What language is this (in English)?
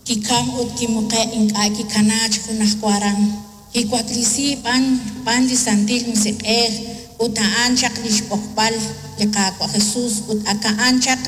Kekchí